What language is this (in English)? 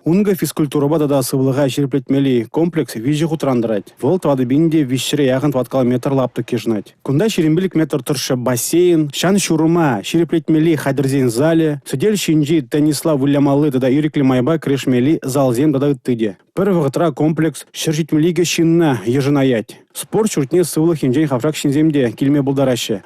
Chuvash